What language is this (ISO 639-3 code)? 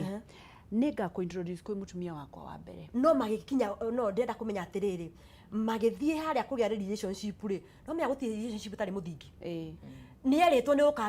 kik